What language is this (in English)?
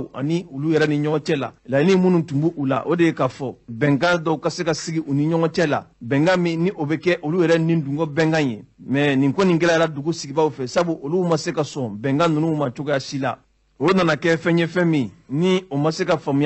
Bambara